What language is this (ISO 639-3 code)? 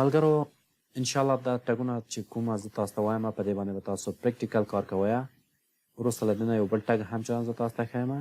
pus